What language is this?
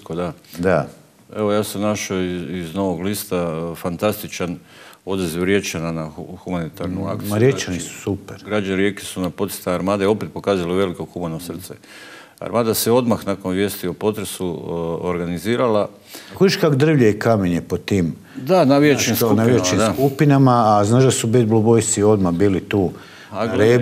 Croatian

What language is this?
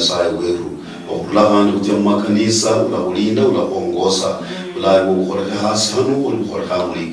Luyia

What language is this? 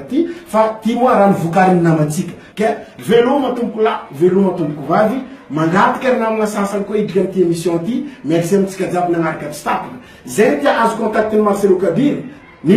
Malagasy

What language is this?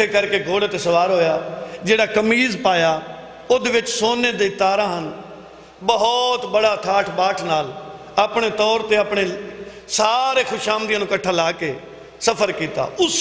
Saraiki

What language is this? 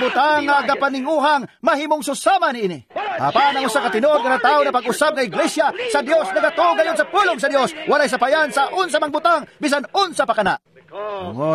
Cebuano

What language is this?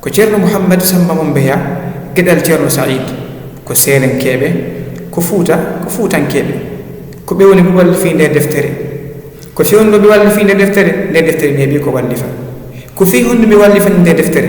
Fula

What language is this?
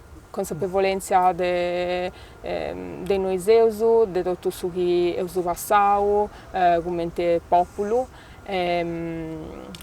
Sardinian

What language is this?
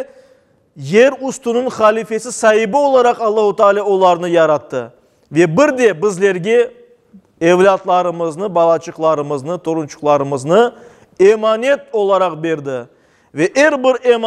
Crimean Tatar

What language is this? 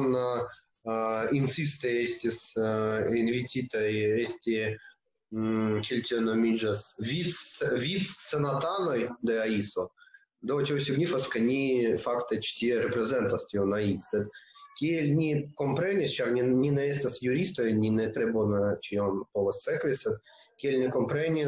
Esperanto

